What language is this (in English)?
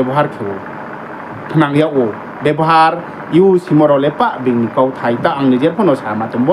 Riang (India)